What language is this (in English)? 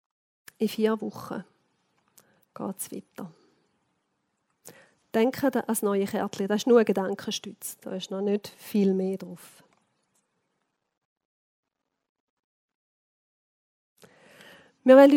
German